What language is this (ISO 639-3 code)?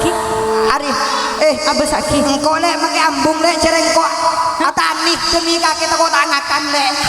mad